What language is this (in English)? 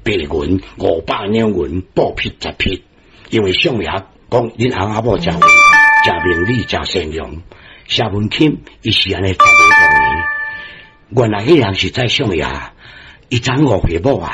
Min Nan Chinese